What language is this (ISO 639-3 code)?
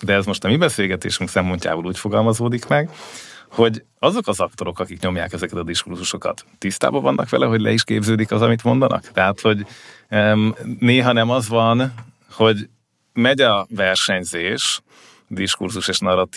hun